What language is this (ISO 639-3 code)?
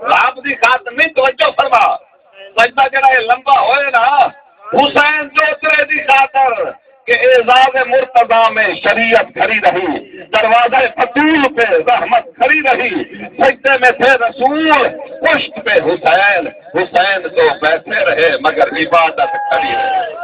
skr